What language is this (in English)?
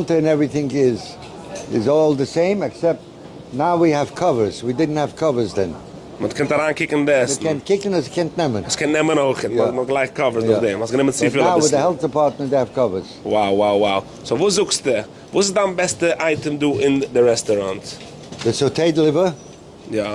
Yiddish